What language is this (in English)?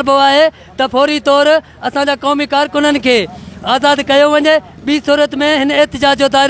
Sindhi